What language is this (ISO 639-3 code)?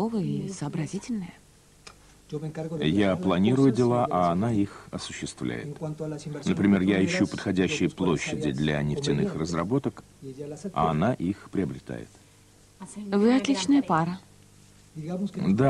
rus